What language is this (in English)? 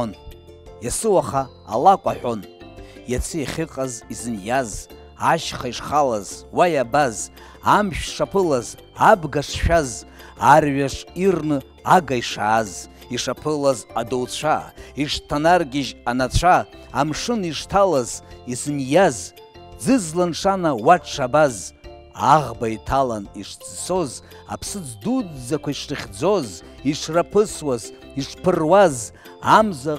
Abkhazian